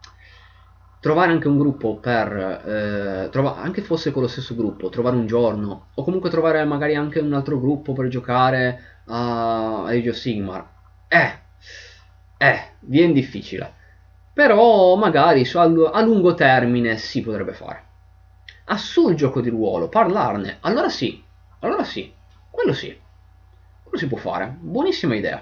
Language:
Italian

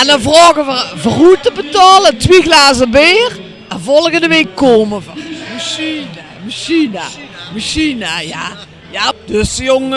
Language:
Limburgish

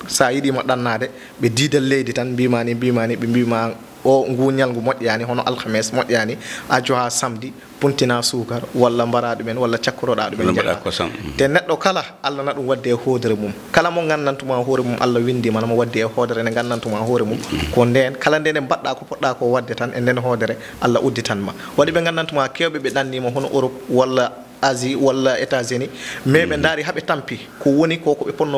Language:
Fula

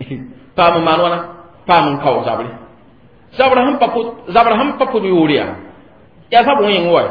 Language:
Mossi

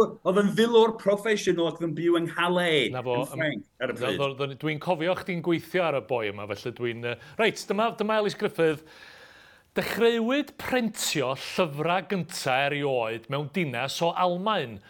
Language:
Welsh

